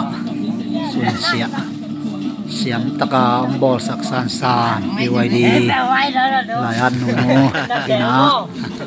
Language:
Tedim Chin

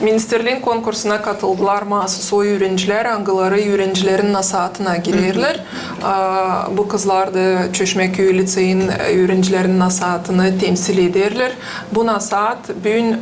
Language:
Gagauz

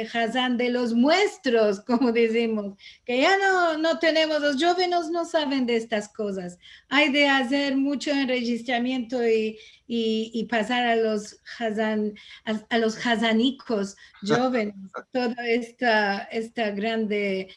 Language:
Ladino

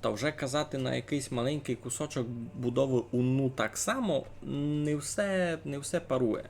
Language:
Rusyn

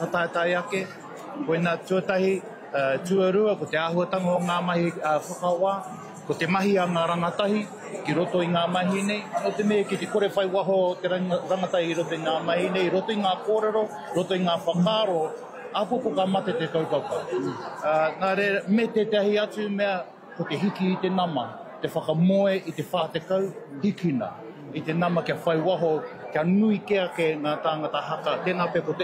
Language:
Māori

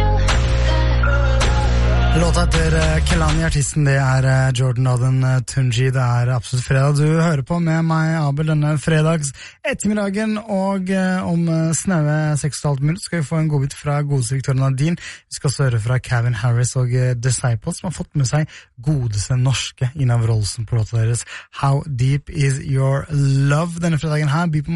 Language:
Norwegian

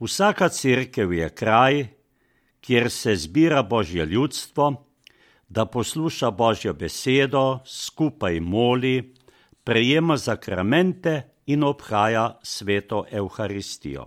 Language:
Slovenian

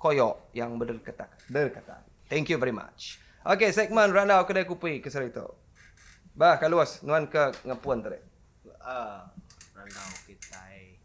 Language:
Iban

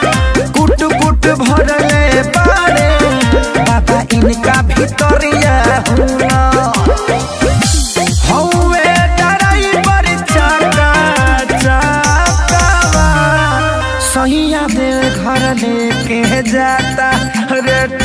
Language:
Bhojpuri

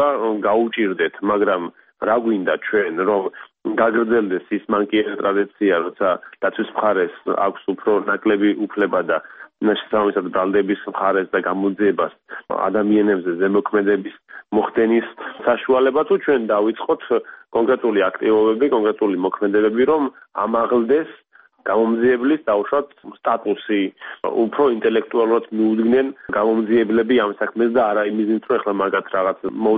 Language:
Georgian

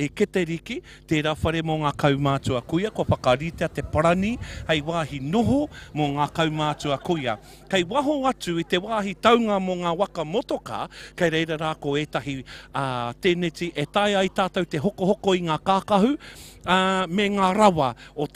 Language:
Māori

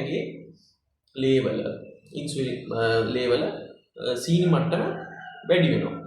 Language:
Sinhala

